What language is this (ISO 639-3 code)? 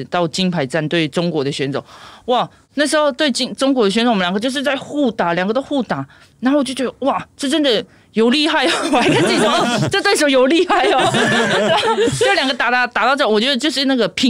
zho